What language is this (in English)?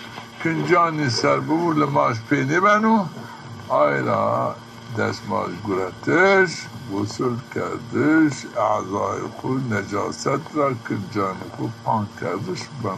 Zaza